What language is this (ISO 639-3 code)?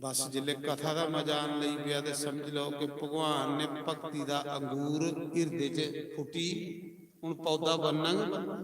doi